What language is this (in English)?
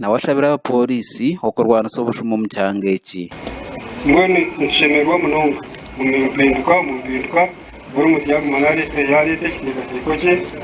Nyankole